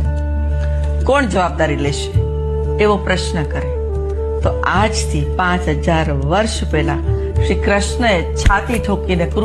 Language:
Gujarati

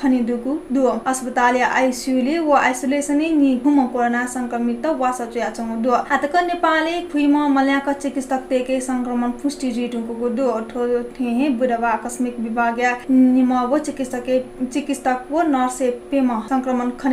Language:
Newari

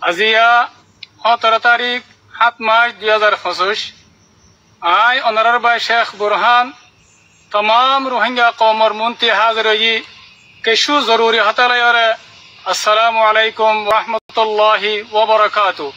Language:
Rohingya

